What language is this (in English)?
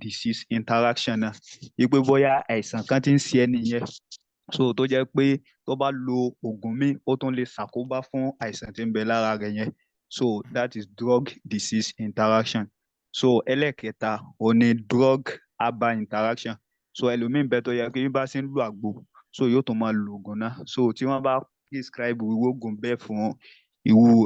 Yoruba